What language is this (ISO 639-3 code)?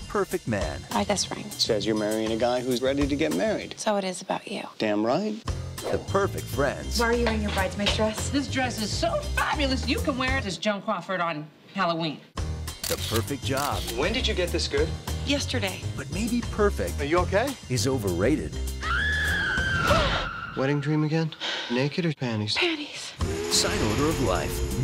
eng